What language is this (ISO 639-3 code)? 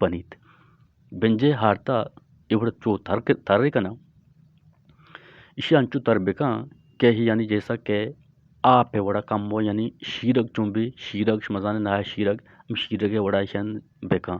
bgp